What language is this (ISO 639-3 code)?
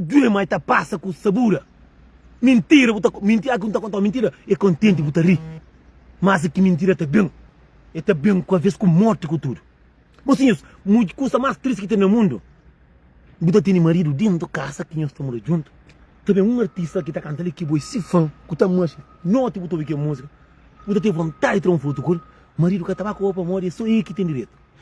kea